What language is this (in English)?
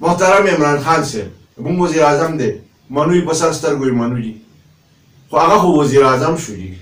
Pashto